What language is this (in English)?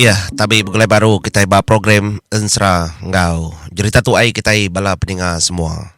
Iban